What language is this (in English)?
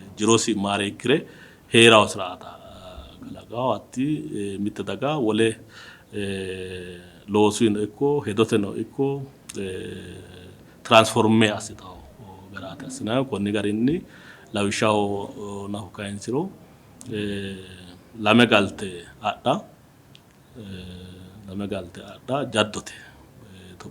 Sidamo